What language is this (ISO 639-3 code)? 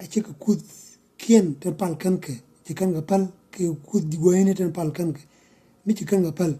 nus